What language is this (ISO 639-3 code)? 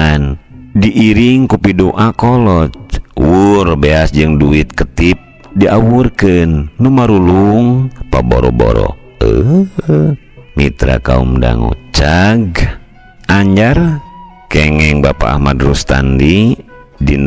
sun